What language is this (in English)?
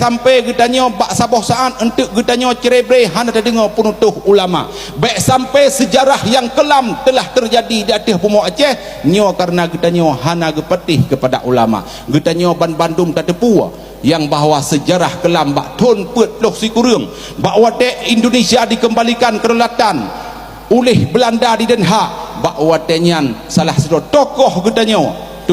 Achinese